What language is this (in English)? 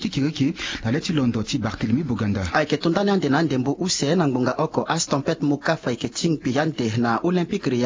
Sango